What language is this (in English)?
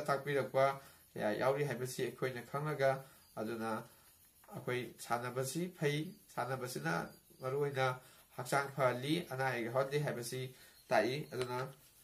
Manipuri